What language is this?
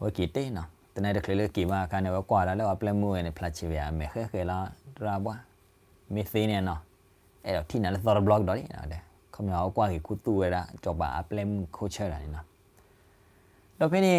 S'gaw Karen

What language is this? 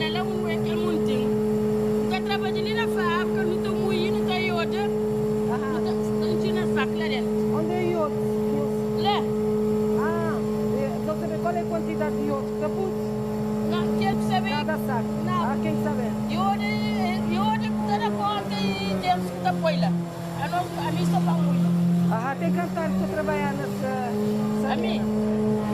Kabuverdianu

